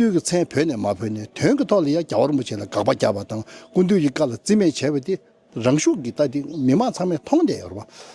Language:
Tibetan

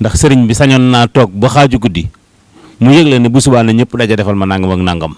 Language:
Wolof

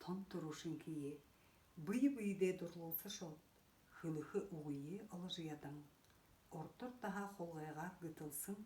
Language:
Buriat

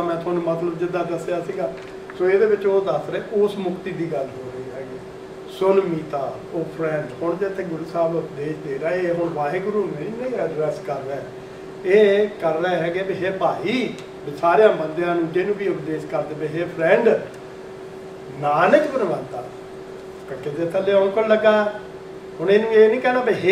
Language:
Punjabi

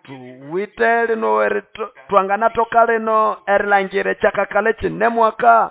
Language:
Nande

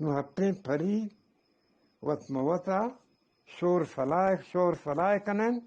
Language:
Eastern Balochi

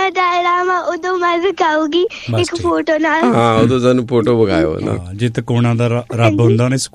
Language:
Punjabi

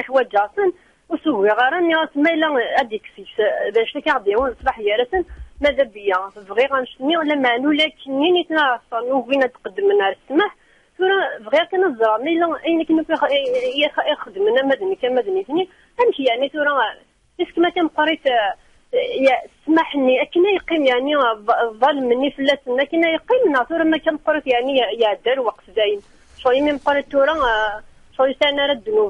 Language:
Kabyle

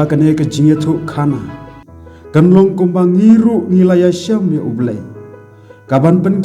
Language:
Khasi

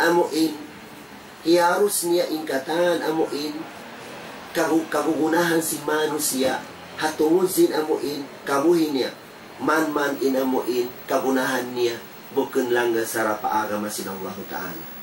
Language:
Tausug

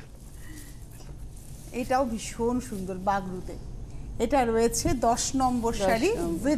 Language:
Bangla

